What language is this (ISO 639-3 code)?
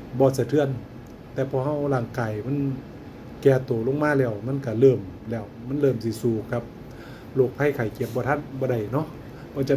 tts